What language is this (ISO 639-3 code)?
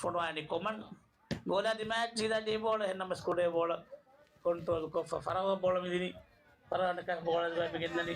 div